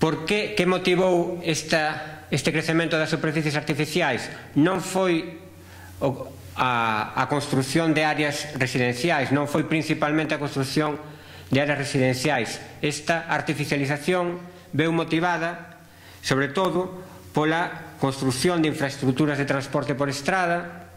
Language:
Galician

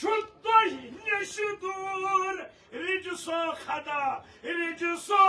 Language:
Kashmiri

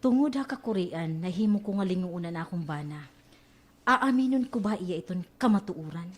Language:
Waray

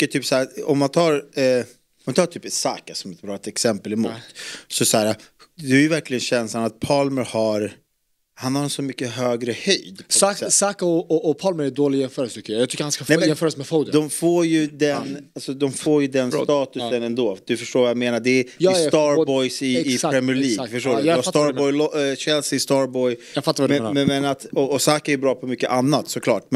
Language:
Swedish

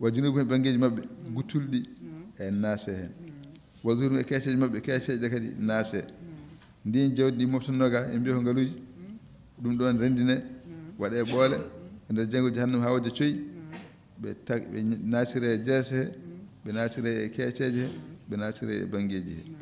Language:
Fula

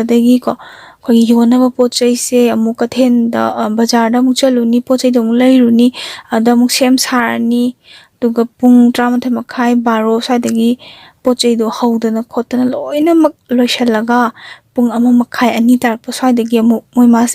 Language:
Manipuri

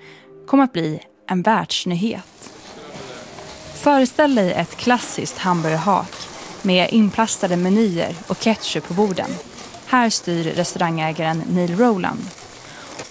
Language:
Swedish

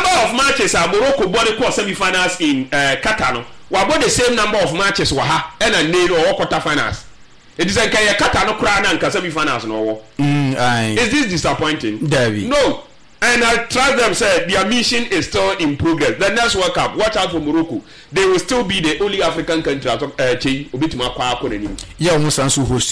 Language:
Akan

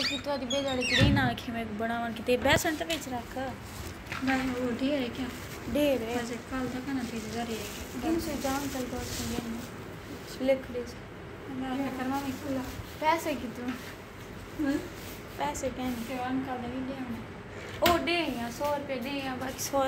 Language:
Saraiki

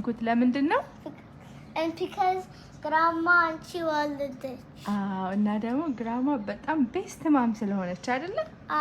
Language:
Amharic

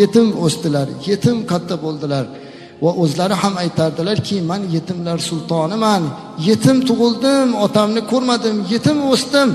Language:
Uzbek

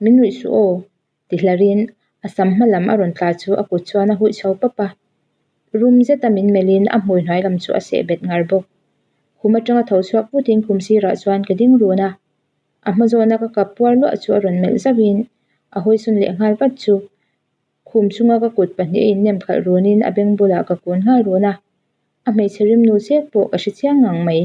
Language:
Mizo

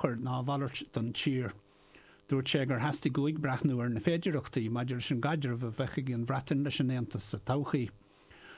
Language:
Irish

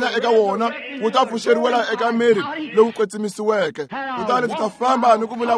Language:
Tsonga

